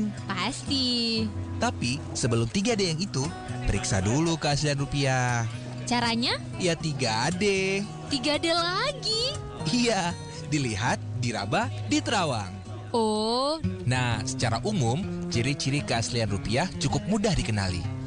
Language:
Indonesian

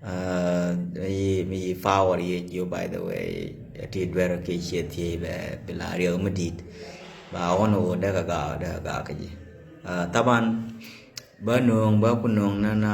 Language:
Nuer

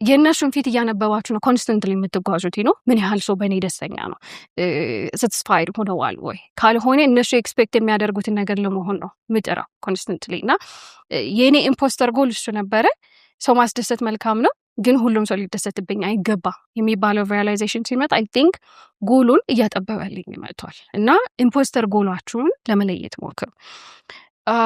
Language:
Amharic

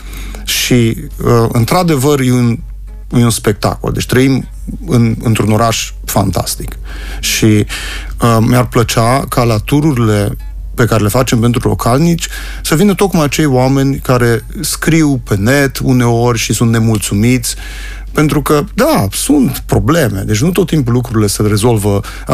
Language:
Romanian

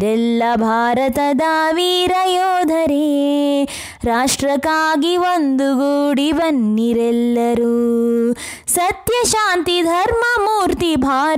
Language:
Kannada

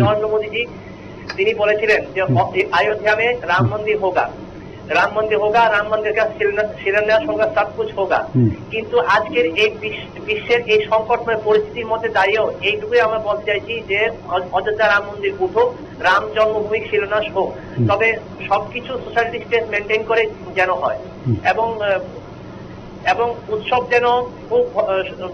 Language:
Bangla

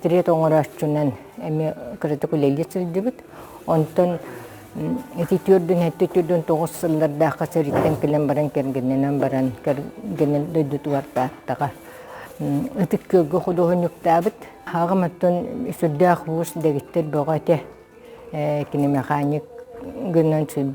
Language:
Yakut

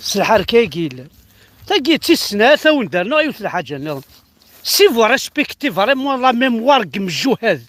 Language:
Kabyle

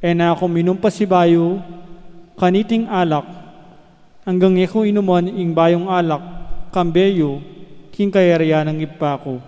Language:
Pampanga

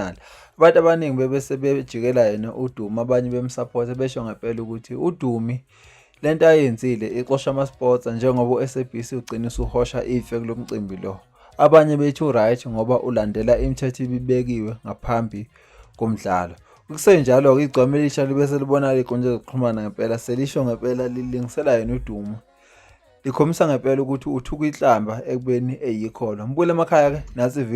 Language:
Zulu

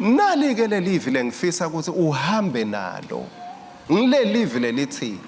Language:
Swati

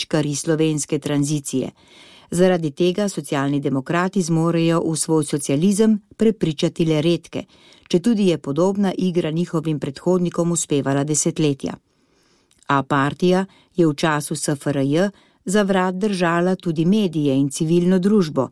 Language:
Slovenian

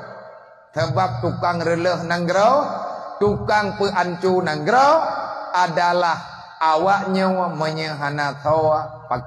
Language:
Achinese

